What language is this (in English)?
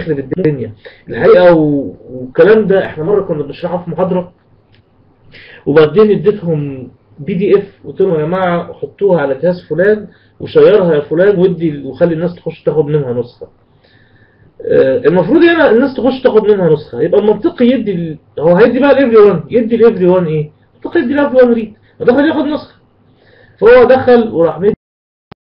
Egyptian Arabic